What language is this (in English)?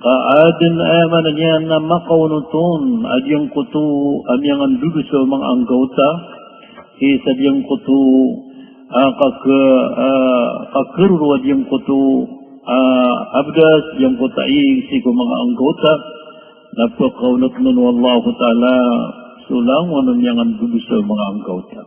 Maranao